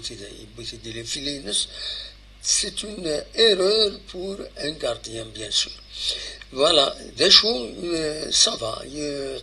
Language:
Kabyle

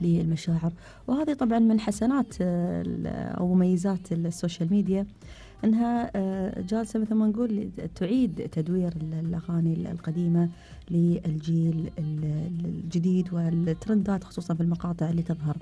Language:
Gulf Arabic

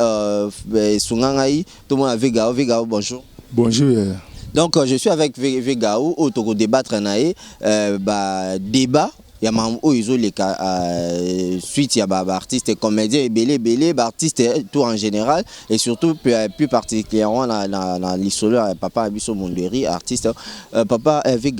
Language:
Lingala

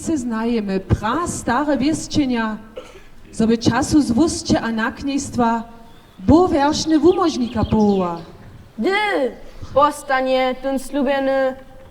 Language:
Upper Sorbian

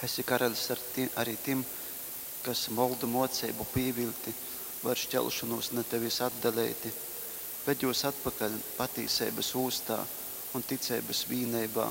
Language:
Latgalian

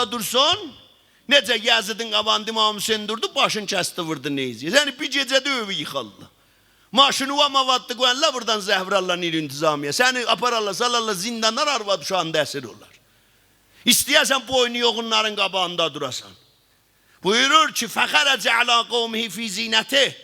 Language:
South Azerbaijani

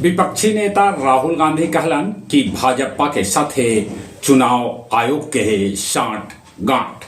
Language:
Magahi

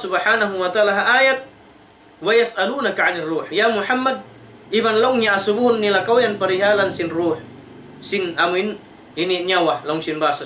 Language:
Tausug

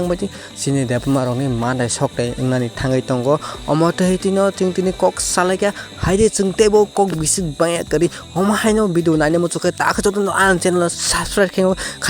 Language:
Kok Borok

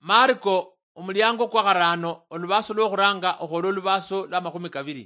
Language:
Luyia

